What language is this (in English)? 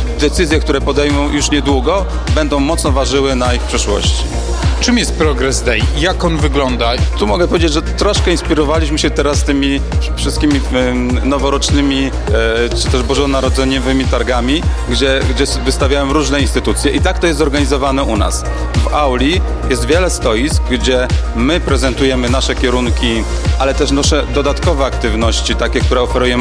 Polish